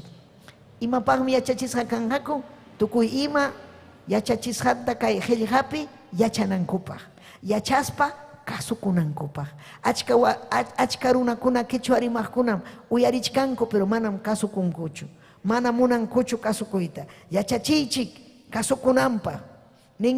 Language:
Ayacucho Quechua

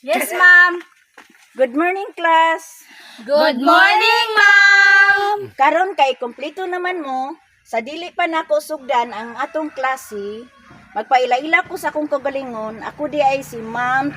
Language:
Cebuano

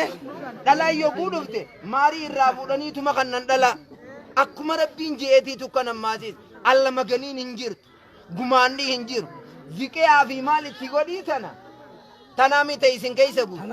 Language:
Oromo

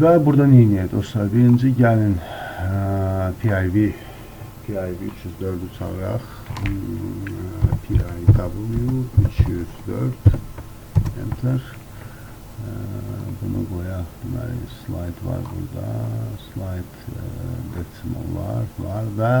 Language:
Azerbaijani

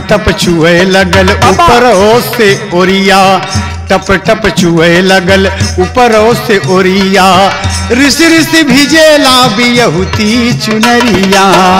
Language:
Bhojpuri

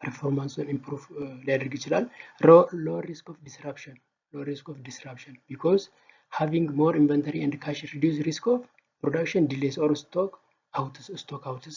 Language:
Amharic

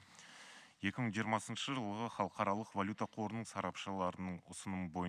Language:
Kazakh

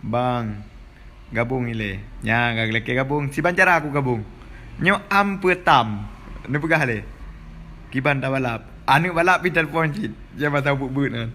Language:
Achinese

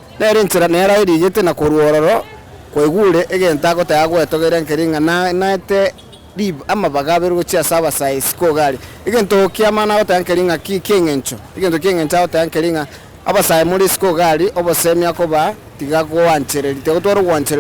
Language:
Gusii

